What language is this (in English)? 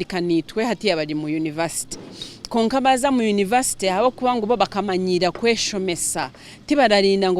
Nyankole